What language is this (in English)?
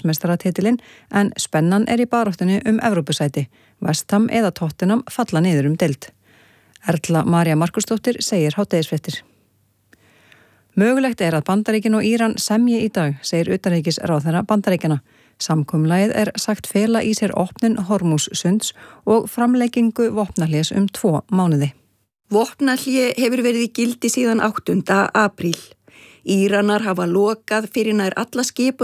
Icelandic